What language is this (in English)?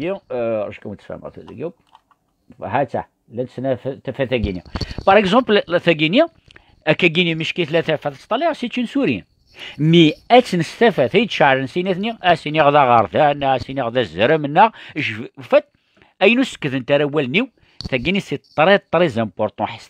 Kabyle